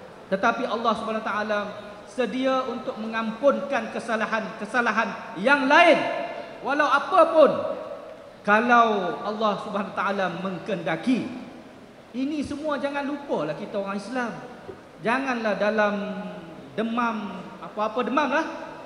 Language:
Malay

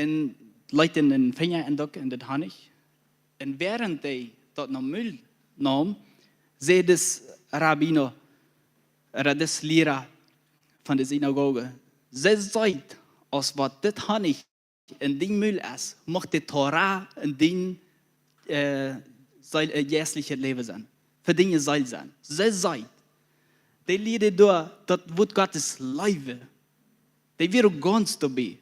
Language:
Plautdietsch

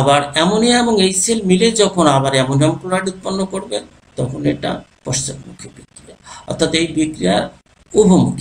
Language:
Bangla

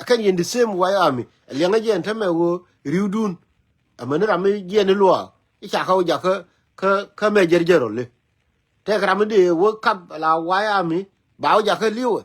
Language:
Nuer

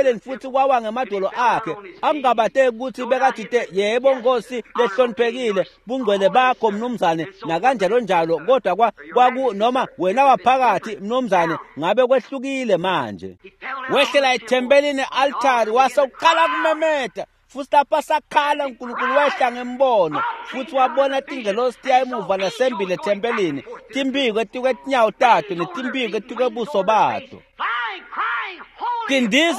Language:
Swati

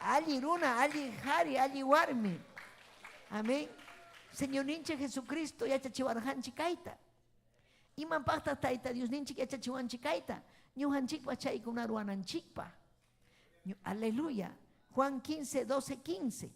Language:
Ayacucho Quechua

